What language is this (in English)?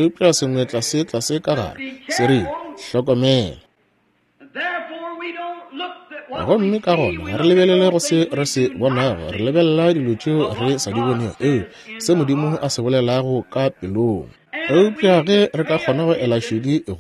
Northern Sotho